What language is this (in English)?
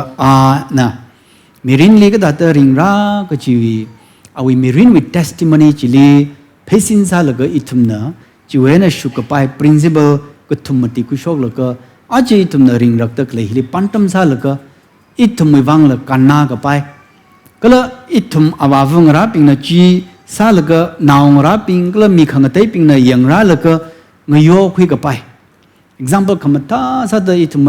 Tangkhul Naga (India)